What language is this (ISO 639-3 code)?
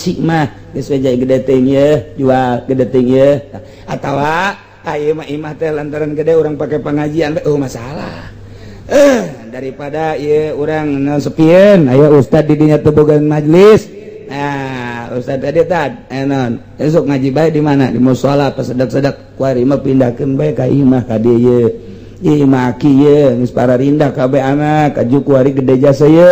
sun